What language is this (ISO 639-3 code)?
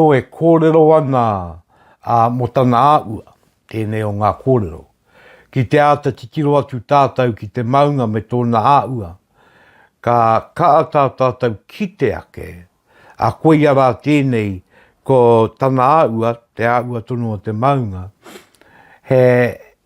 mri